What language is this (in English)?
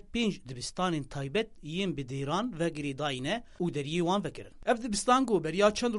Kurdish